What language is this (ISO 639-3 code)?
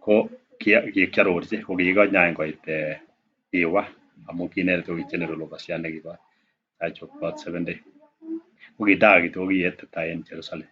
kln